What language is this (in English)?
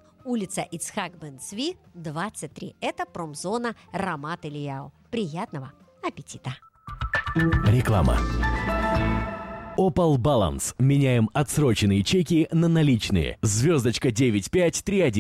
Russian